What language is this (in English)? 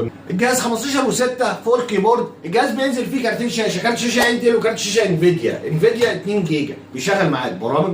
Egyptian Arabic